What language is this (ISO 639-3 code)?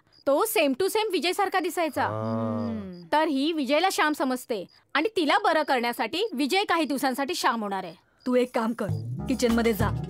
mar